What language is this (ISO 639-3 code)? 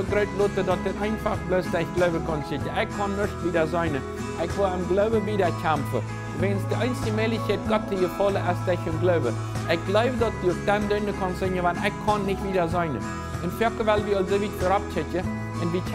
pdt